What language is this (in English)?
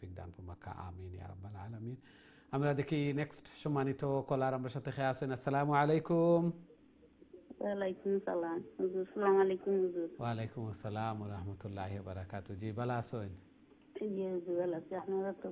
Bangla